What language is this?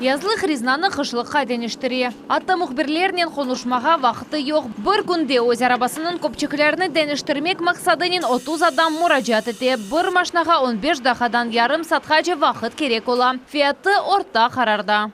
Crimean Tatar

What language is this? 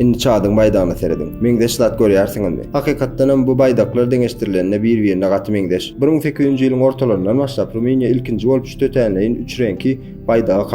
Turkmen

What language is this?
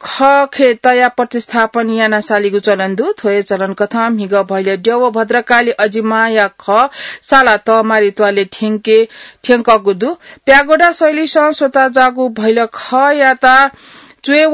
Newari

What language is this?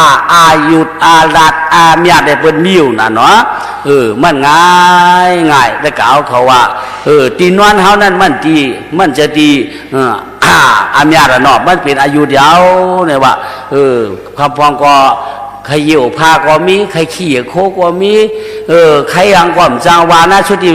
Shan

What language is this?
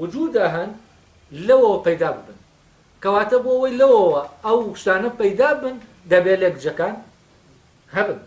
Central Kurdish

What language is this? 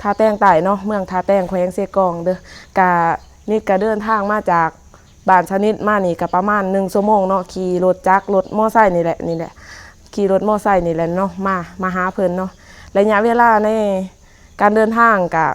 Lao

